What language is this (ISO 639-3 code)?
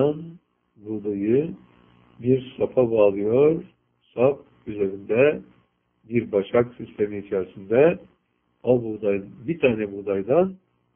tur